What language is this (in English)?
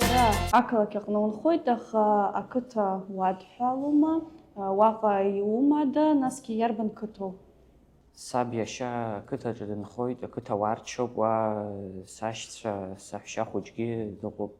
Abkhazian